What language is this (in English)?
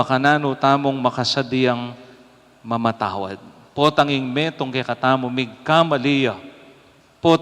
Pampanga